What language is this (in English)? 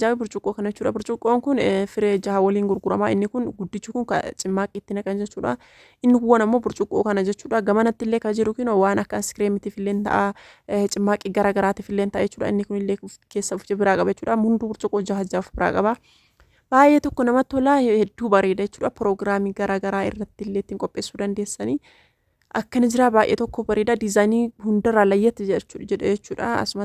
Oromo